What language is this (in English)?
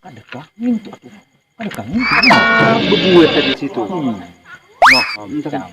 Banjar